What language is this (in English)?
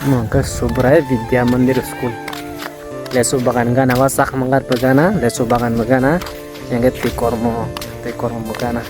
Kok Borok